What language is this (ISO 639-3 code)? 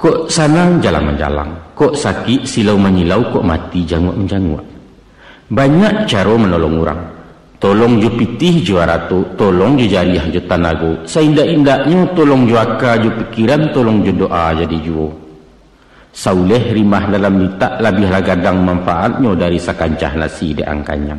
min